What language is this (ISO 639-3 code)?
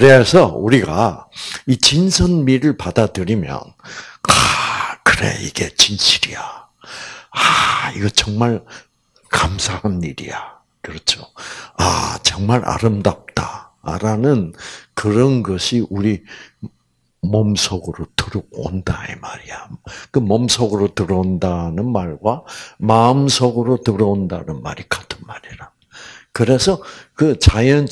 kor